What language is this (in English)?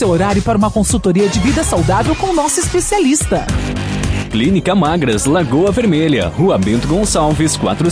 Portuguese